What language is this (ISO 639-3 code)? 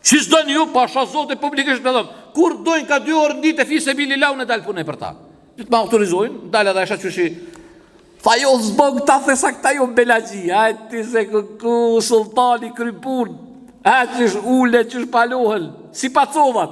sqi